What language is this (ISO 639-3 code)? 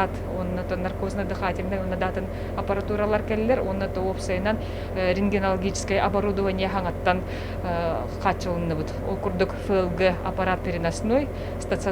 sah